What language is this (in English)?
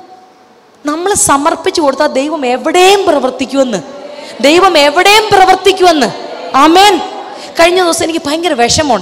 Malayalam